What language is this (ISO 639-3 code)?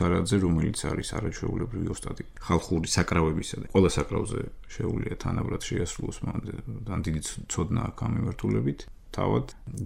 kat